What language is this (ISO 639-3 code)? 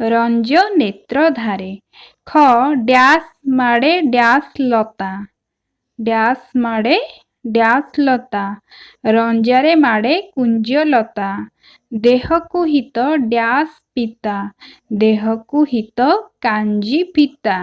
ori